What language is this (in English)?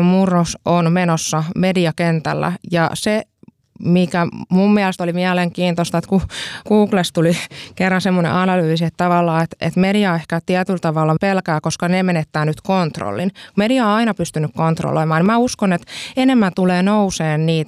Finnish